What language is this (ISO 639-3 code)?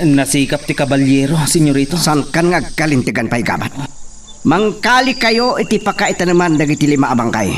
ilo